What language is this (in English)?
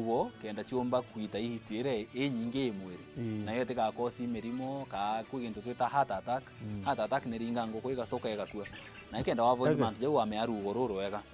Meru